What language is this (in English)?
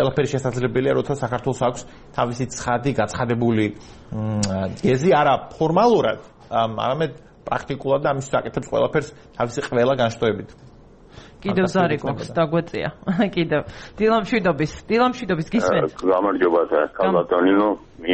Georgian